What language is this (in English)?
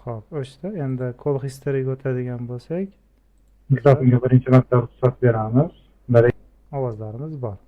Uzbek